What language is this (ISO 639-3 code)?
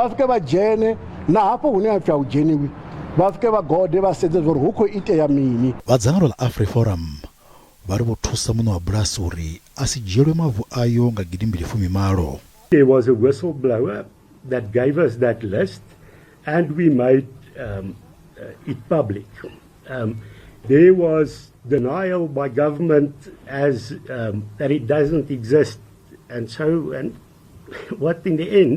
ven